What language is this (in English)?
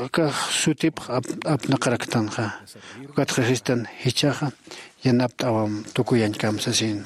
Aymara